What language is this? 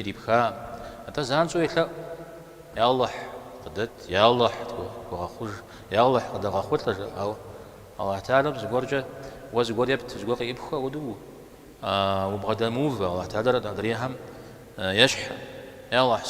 Kabardian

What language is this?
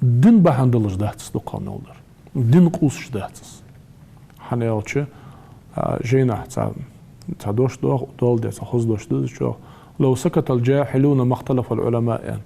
Ingush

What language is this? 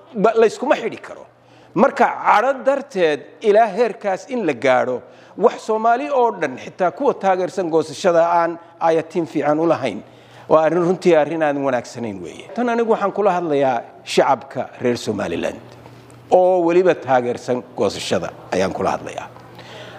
Somali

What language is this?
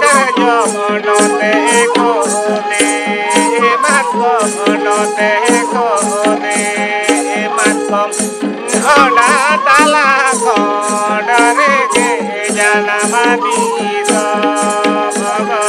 Santali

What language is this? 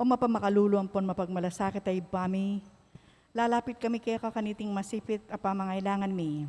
Pampanga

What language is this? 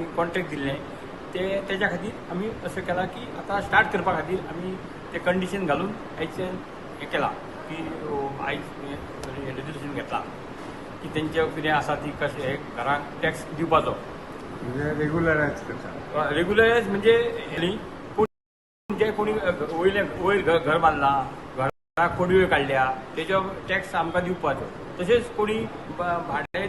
Konkani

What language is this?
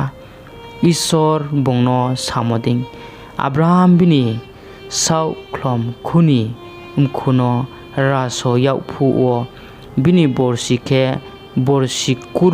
Riang (India)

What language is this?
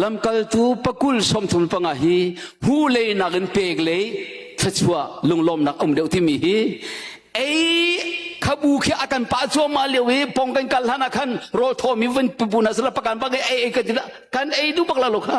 Hakha Chin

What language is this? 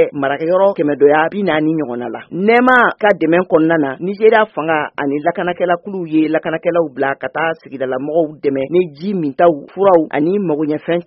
Bambara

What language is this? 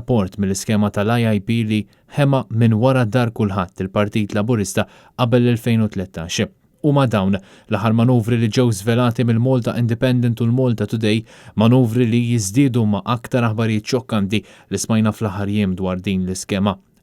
Maltese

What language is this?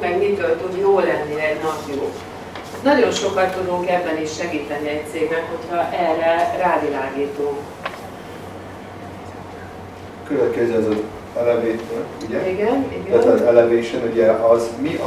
Hungarian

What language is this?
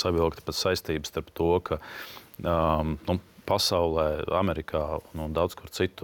Latvian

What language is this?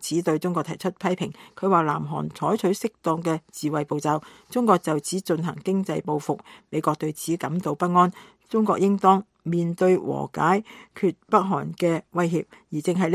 Cantonese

